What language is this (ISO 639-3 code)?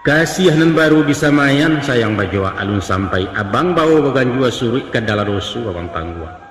min